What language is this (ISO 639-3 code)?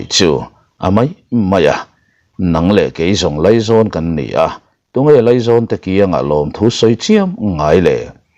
lus